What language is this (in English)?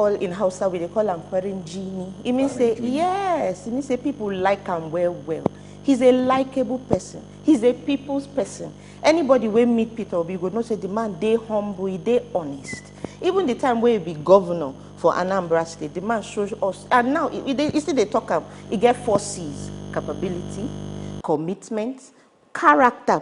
Nigerian Pidgin